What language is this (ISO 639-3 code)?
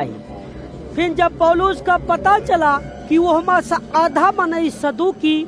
awa